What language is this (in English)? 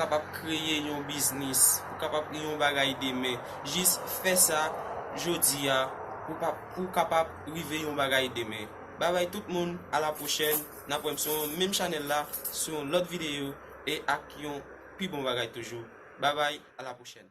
Haitian Creole